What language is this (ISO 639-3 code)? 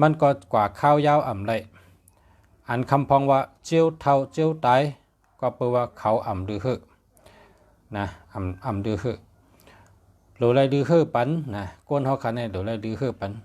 shn